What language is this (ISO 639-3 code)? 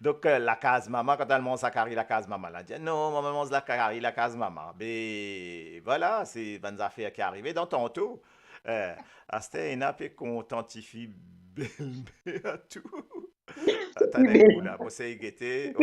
mfe